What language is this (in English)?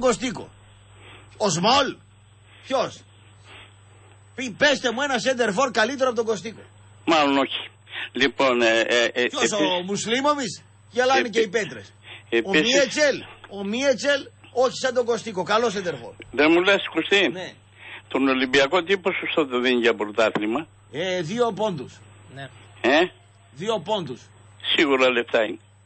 Greek